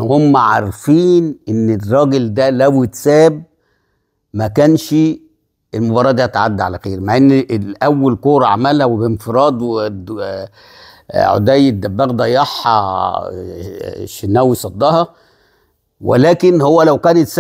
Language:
Egyptian Arabic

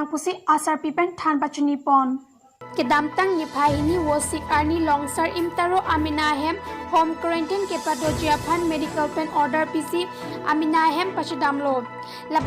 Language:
Karbi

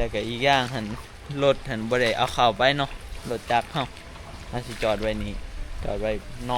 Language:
Northeastern Thai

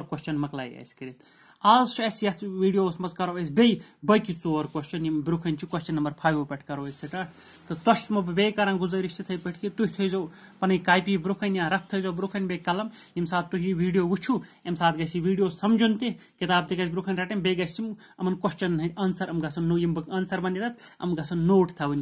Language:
Kashmiri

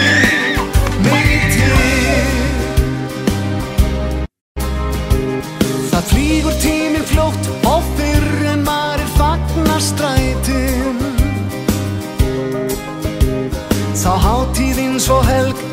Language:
Icelandic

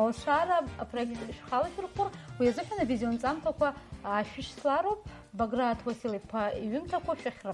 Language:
Abkhazian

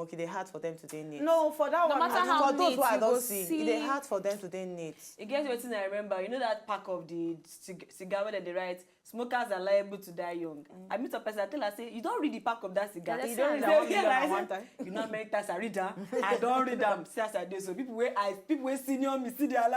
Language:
Nigerian Pidgin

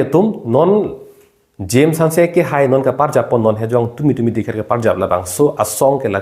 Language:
Karbi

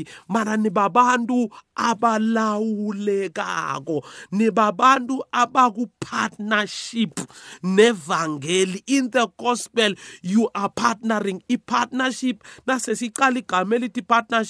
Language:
South Ndebele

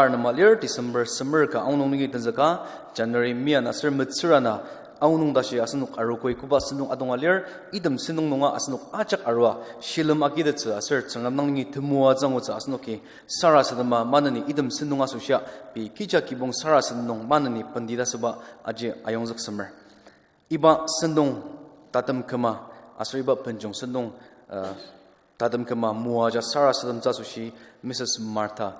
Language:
Ao Naga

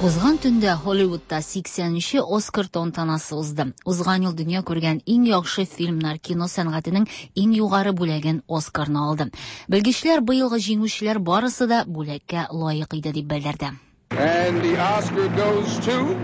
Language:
Tatar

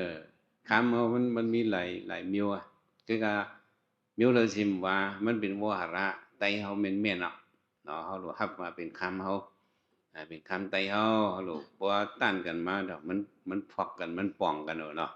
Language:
Shan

